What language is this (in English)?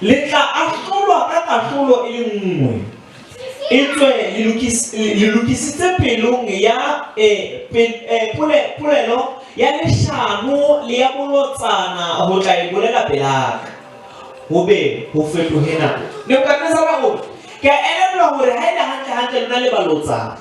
Southern Sotho